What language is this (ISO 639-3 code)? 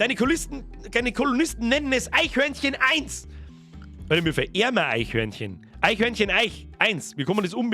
bar